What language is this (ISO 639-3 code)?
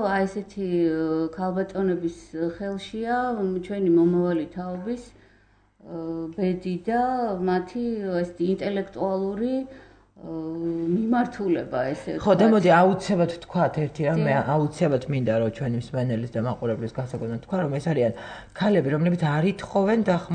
kat